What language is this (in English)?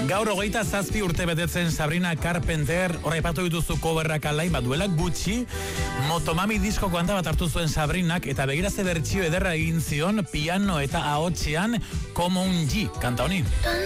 Basque